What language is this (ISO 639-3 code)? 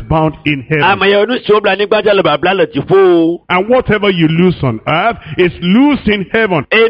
ewe